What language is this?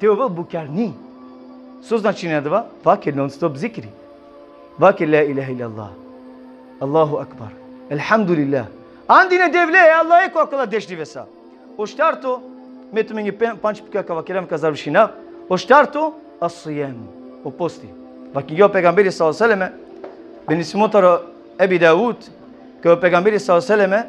Balkan Romani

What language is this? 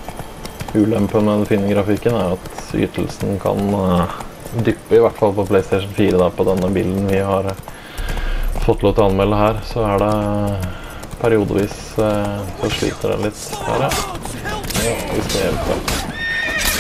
Norwegian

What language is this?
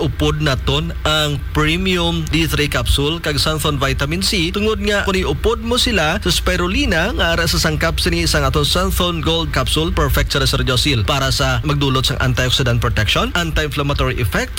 Hiligaynon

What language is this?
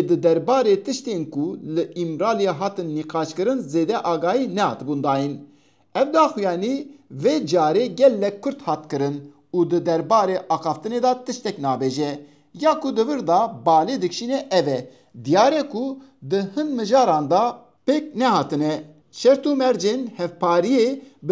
Kurdish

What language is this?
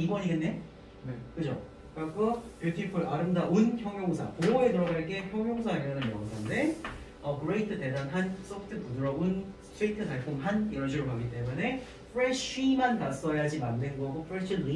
Korean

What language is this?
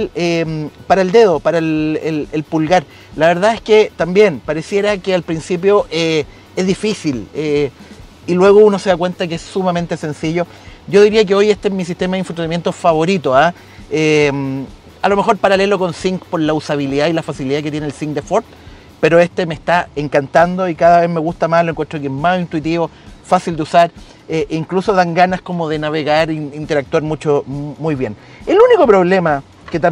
Spanish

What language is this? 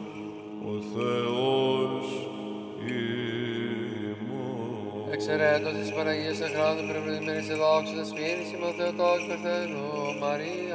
Greek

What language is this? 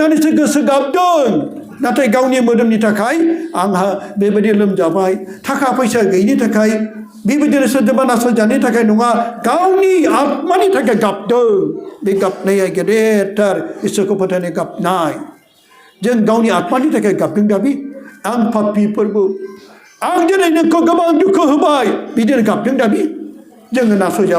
Bodo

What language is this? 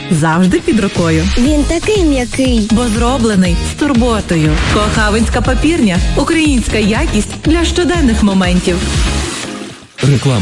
Ukrainian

